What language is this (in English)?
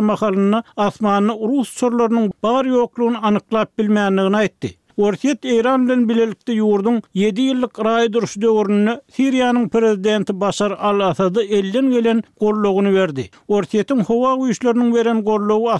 Turkmen